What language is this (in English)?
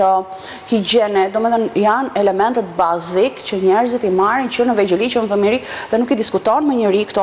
Albanian